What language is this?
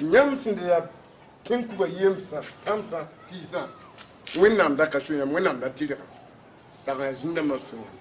Mossi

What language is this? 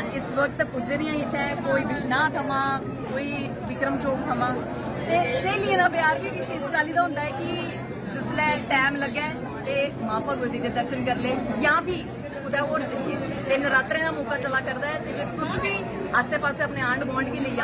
Dogri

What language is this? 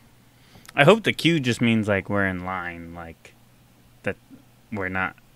English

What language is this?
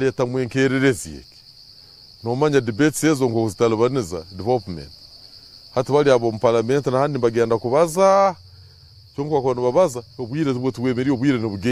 Nyankole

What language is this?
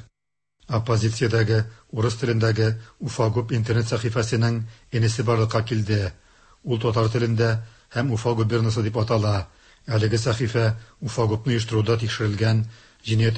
Tatar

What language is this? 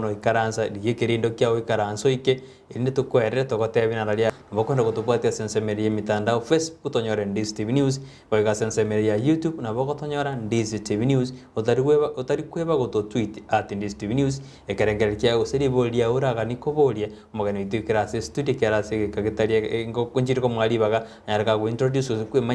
Gusii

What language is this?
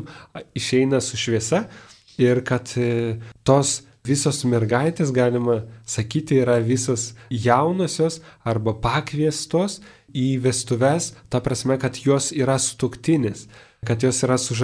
Lithuanian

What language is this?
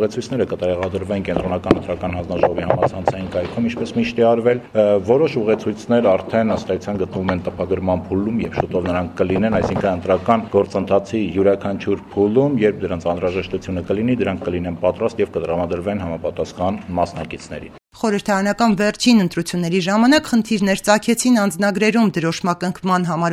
Armenian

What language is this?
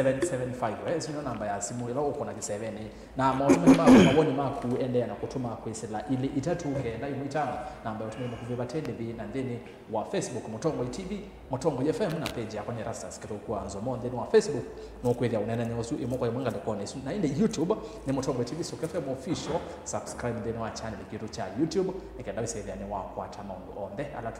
Kamba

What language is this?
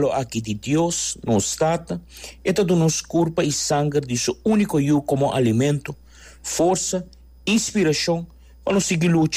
Papiamento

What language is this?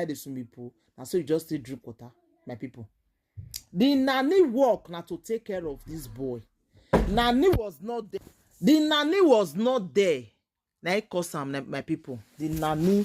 Nigerian Pidgin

